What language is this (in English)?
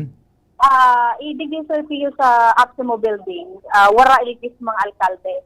Bikol